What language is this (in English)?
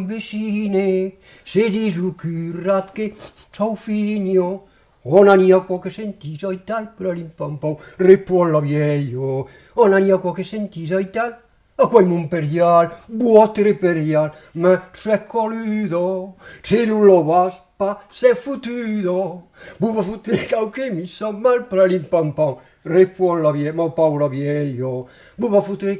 Occitan